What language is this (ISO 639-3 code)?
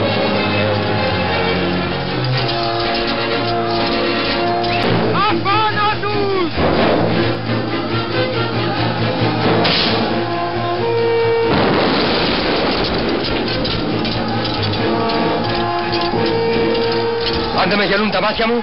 ell